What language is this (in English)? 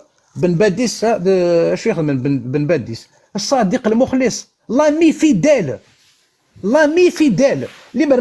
Kabyle